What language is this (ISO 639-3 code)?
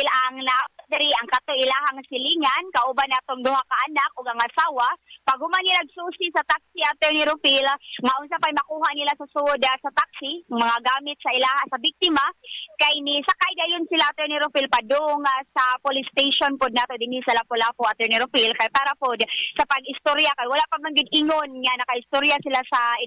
ceb